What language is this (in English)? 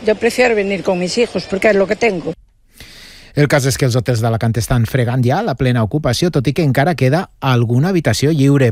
Catalan